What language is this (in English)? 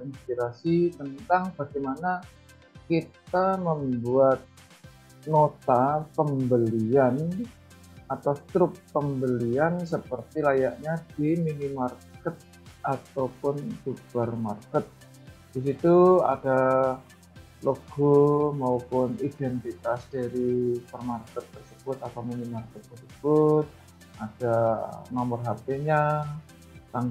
Indonesian